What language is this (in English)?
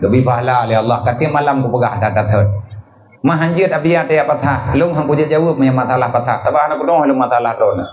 Achinese